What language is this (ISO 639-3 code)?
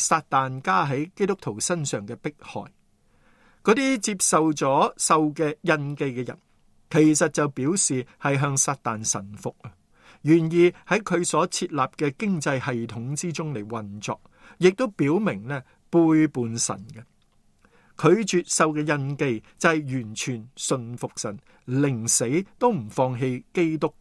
yue